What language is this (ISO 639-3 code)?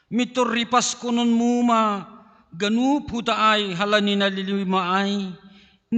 bts